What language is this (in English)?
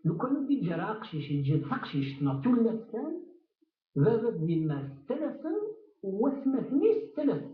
Kabyle